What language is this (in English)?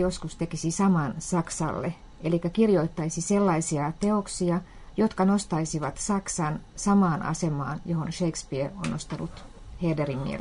Finnish